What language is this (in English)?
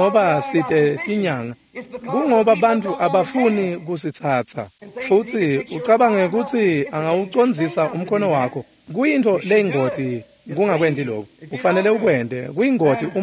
Swati